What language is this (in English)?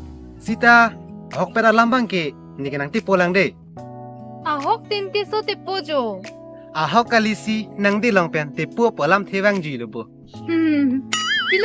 Karbi